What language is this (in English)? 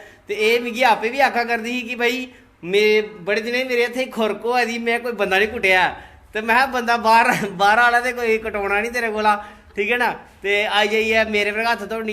Dogri